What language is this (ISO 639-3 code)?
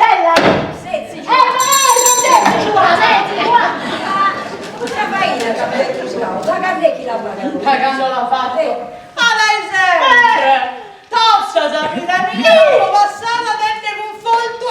srd